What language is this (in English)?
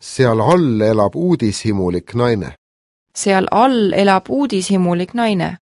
Estonian